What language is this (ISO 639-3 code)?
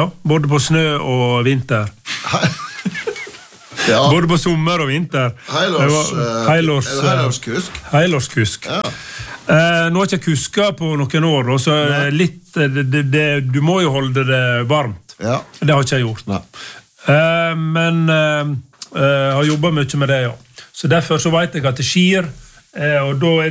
nor